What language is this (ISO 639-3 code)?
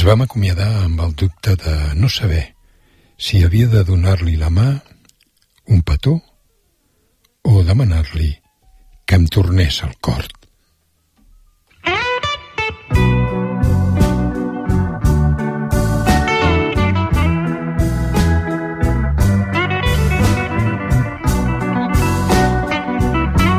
cat